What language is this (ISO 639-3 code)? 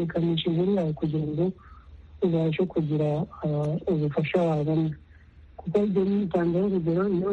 kin